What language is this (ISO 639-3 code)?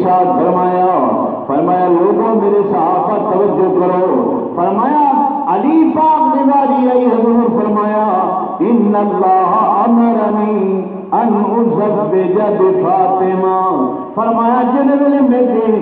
skr